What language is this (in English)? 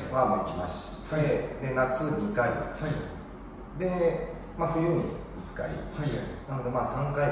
Japanese